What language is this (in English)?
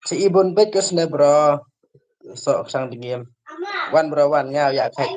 Khasi